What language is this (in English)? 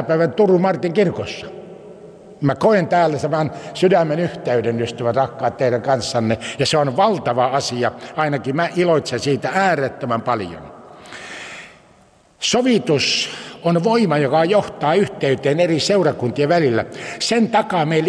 Finnish